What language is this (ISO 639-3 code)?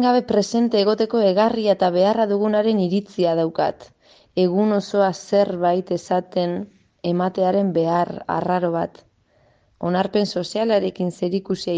eus